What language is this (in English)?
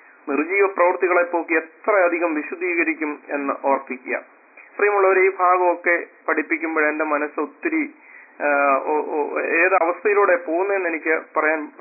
Malayalam